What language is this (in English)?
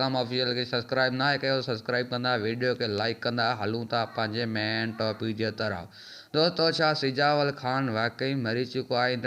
Sindhi